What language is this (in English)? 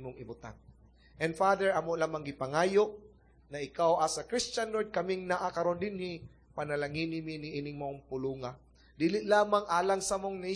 Cebuano